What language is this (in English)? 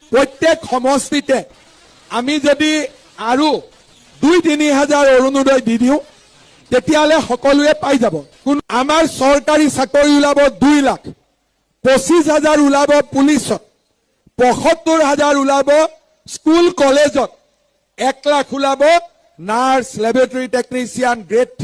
Assamese